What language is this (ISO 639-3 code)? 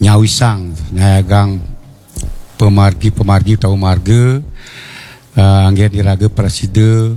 ban